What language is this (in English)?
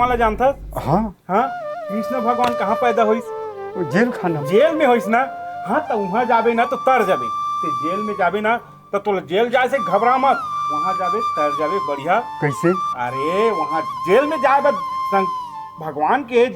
Chhattisgarhi